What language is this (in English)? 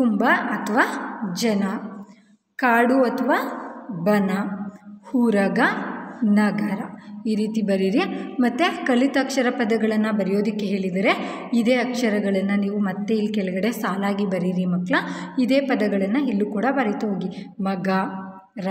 Kannada